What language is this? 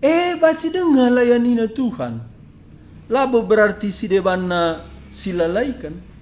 Batak Karo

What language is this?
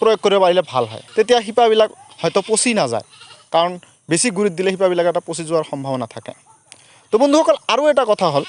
Assamese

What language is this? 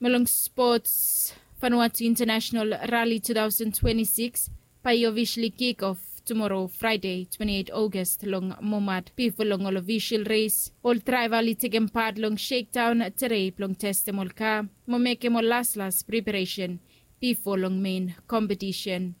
Bislama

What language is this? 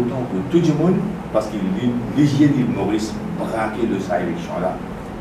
Morisyen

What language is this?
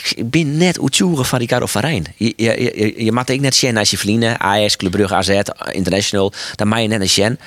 Western Frisian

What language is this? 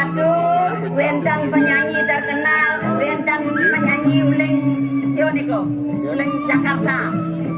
Balinese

